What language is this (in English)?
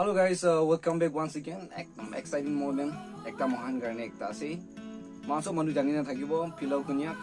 Naga Pidgin